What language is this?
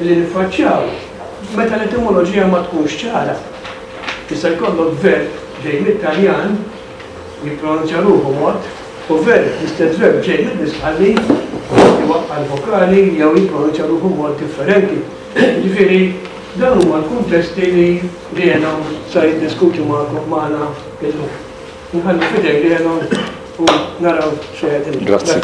Maltese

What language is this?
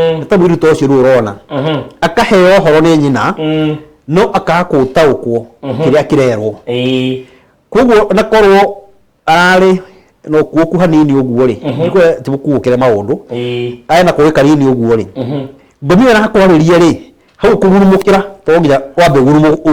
Kikuyu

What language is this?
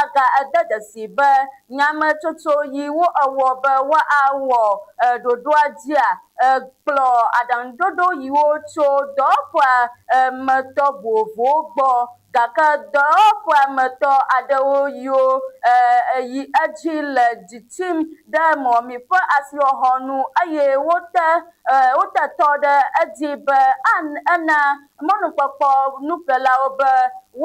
Ewe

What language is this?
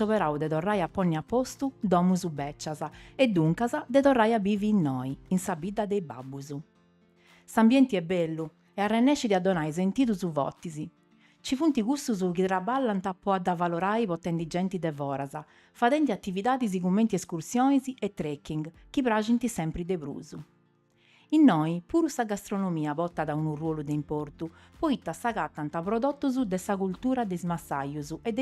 Sardinian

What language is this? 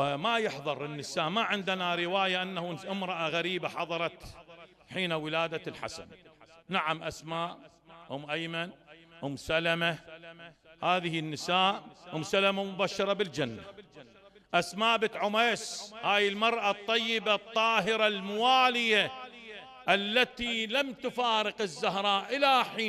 Mesopotamian Arabic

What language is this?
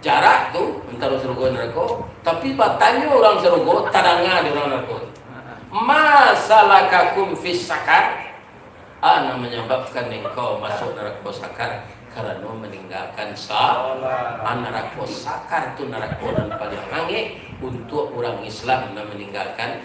Minangkabau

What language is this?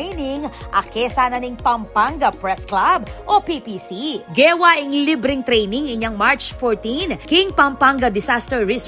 Pampanga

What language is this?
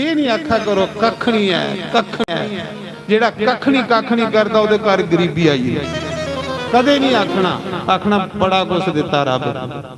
Dogri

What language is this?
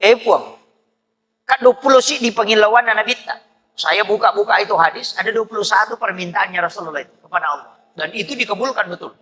Buginese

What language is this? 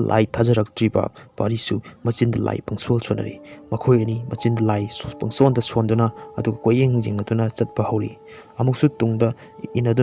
Manipuri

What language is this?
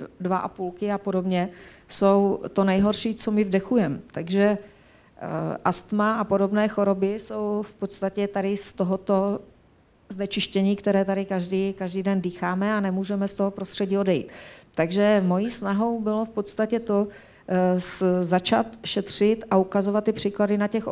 Czech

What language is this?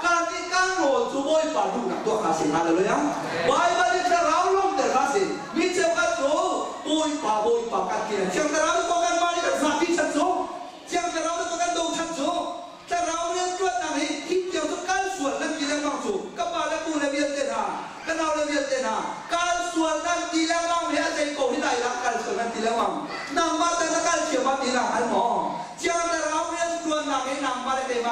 Hakha Chin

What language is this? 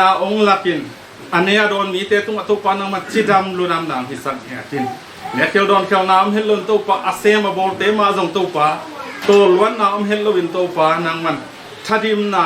Tedim Chin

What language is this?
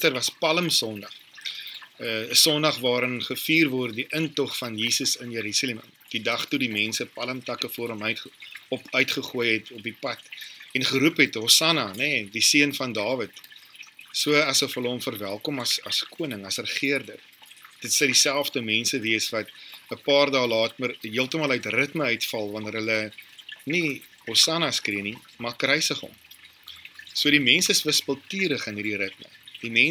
Afrikaans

